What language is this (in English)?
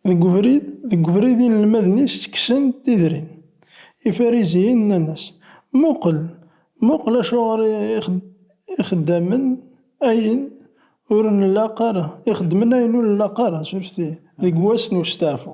Kabyle